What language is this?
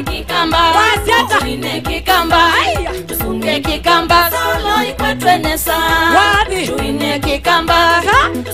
Kamba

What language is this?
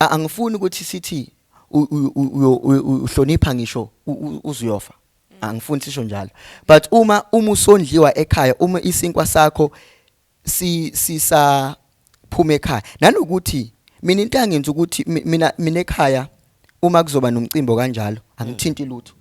Zulu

